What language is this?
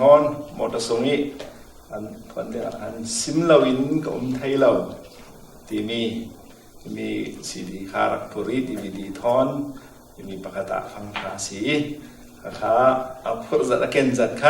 Falam Chin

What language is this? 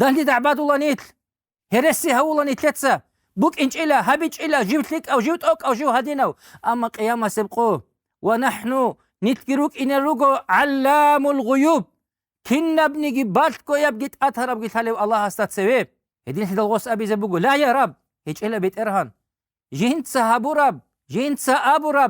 Avaric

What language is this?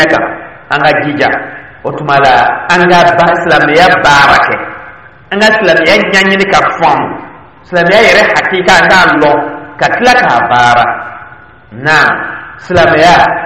Dyula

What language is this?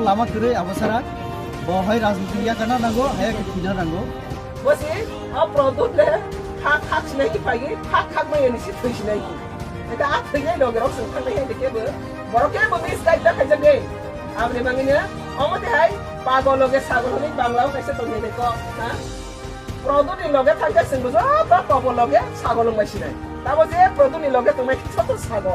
Kok Borok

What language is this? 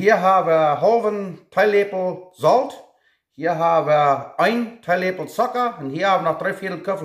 Plautdietsch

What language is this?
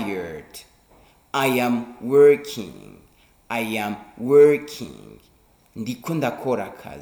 Rundi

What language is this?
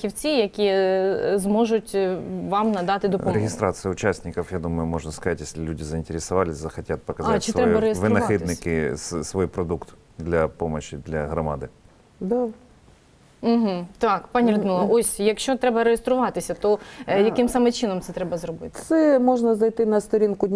Ukrainian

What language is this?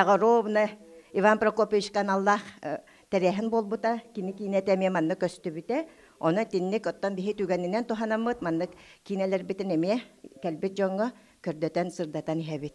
Yakut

